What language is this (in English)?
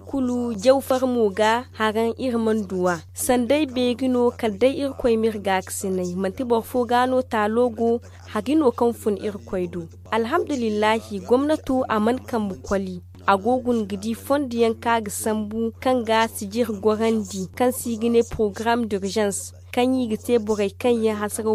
Zarma